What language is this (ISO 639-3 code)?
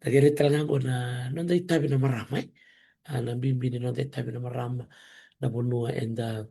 fij